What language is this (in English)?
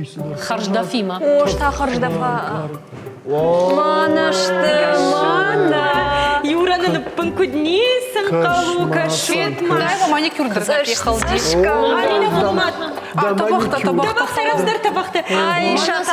Ossetic